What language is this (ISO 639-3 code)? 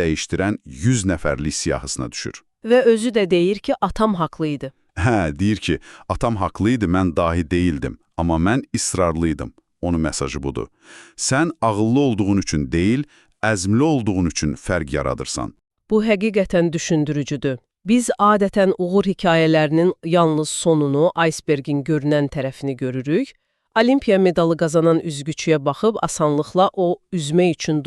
aze